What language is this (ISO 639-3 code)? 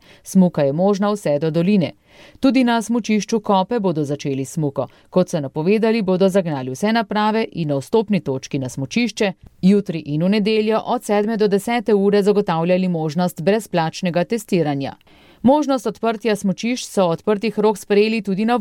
slv